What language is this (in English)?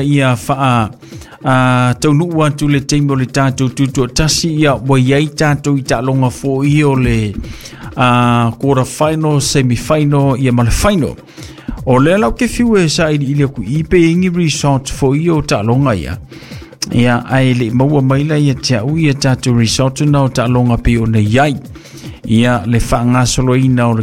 Samoan